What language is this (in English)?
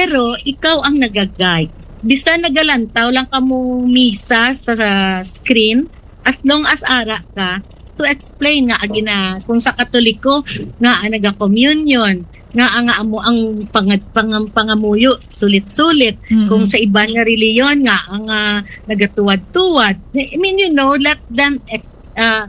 Hiligaynon